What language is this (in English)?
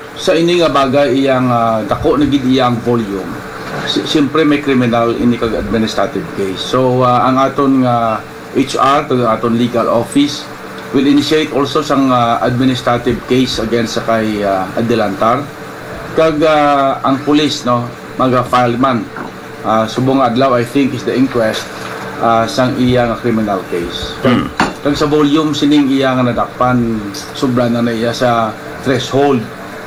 Hiligaynon